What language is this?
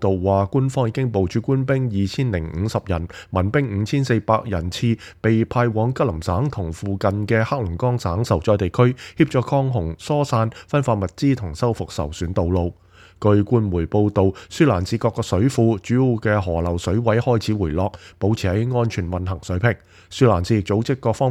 Cantonese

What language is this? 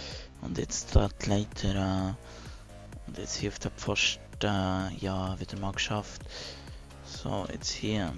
Swiss German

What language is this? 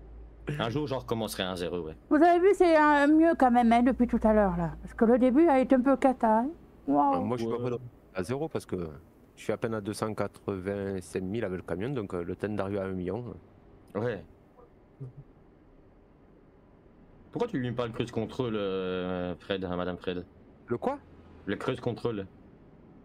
French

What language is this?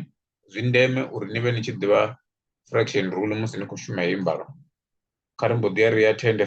Venda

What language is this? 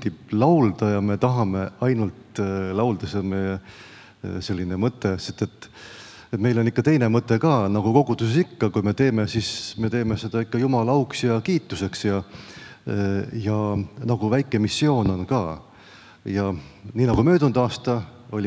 Estonian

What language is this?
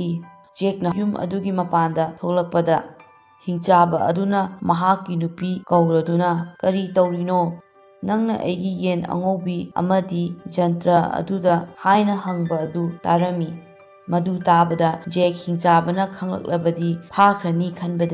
Manipuri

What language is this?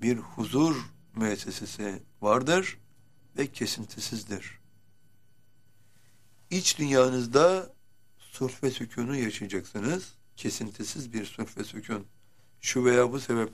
Turkish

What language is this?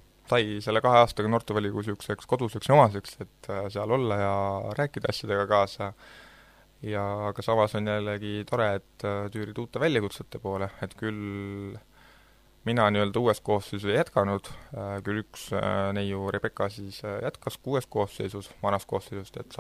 Estonian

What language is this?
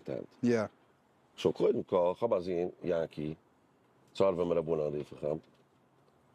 Yiddish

